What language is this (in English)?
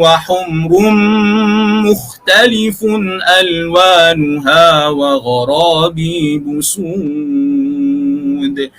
Maranao